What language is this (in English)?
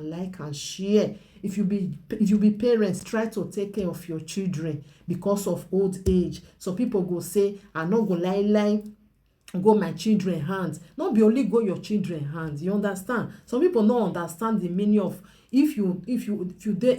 Nigerian Pidgin